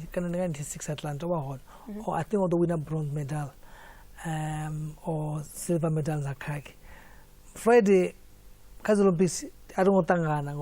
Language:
Venda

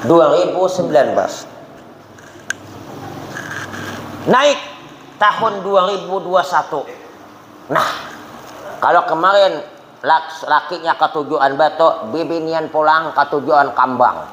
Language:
Banjar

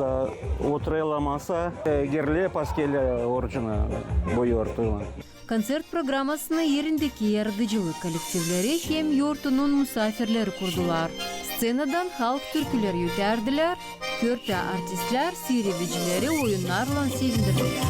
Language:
Gagauz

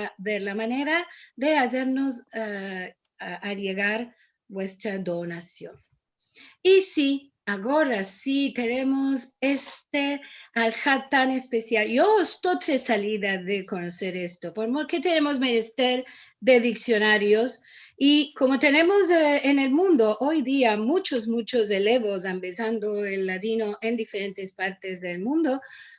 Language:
Ladino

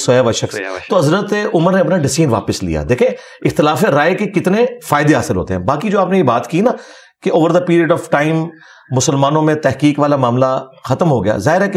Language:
Urdu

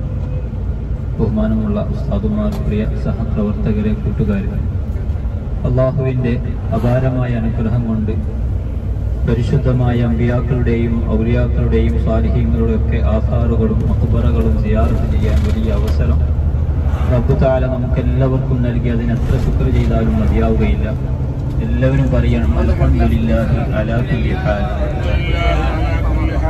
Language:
Malayalam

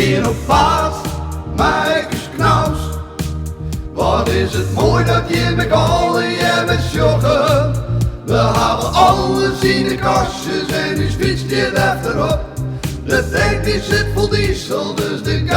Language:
Western Frisian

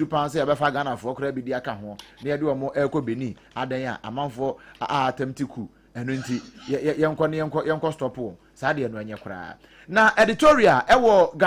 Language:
Akan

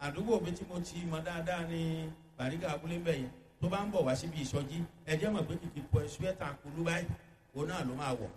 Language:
Yoruba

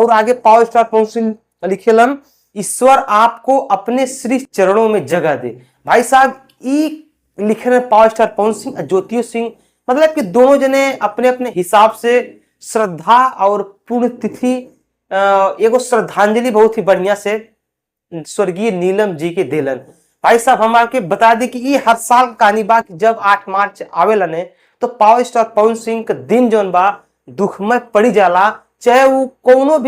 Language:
Bhojpuri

